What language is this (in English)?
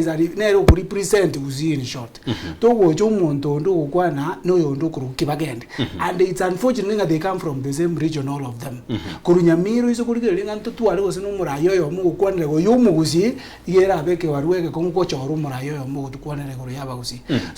Gusii